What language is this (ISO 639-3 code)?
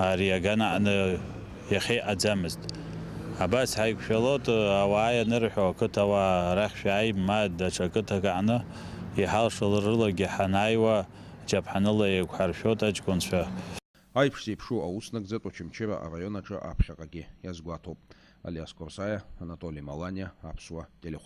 abk